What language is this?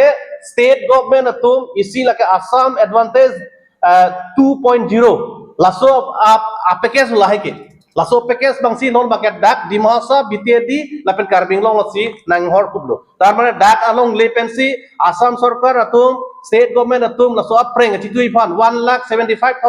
Karbi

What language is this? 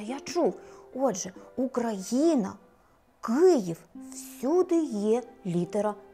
Ukrainian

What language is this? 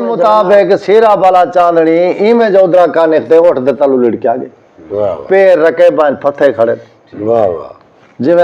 Saraiki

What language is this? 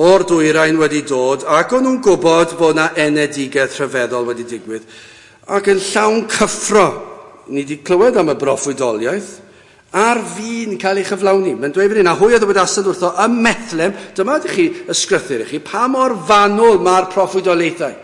Welsh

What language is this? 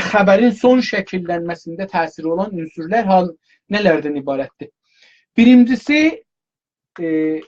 South Azerbaijani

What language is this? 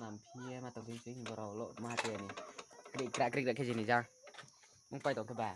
Riang (India)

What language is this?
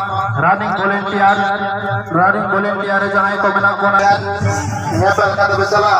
Santali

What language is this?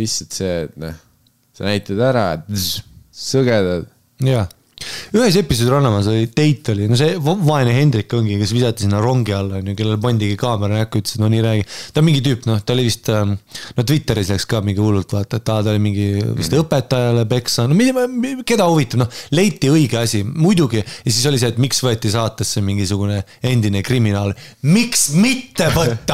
Estonian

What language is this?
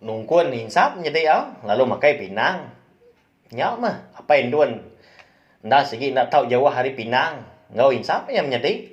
Iban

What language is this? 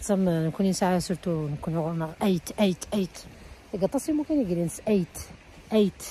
Algerian Arabic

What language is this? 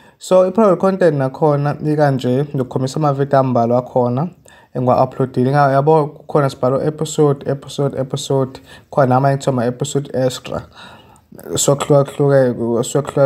Zulu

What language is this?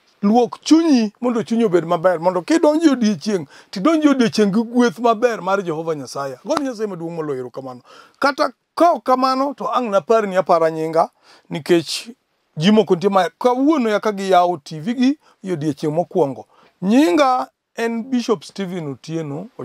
Luo (Kenya and Tanzania)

